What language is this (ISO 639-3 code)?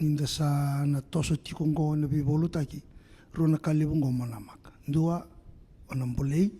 fij